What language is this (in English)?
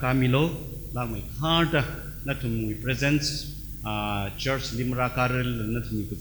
Tangkhul Naga (India)